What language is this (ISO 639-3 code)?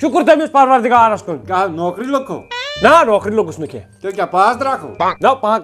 kas